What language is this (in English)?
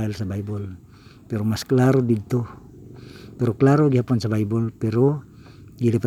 Cebuano